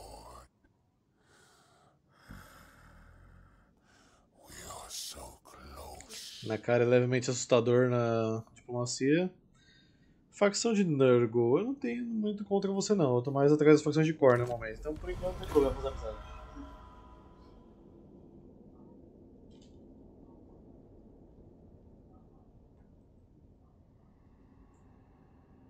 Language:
Portuguese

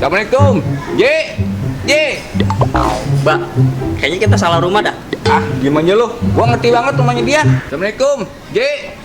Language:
Betawi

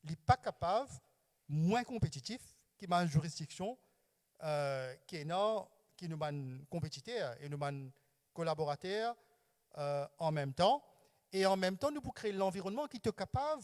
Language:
Morisyen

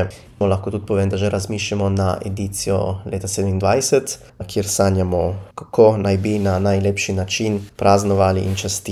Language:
Slovenian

